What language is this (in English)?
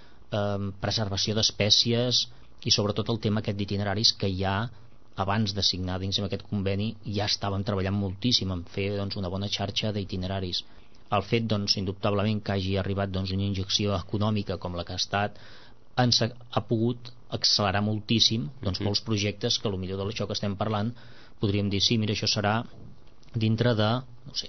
Catalan